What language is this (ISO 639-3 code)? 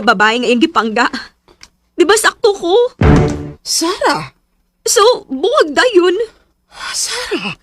ceb